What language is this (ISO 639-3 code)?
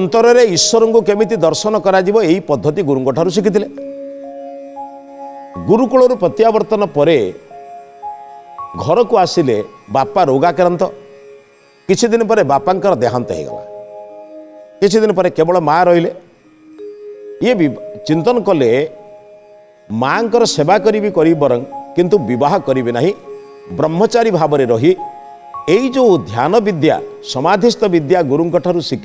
ori